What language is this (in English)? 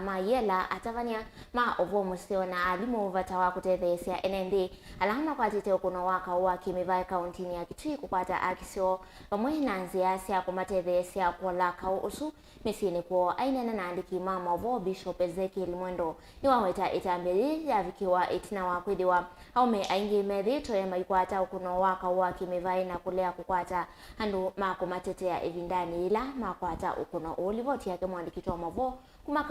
Kamba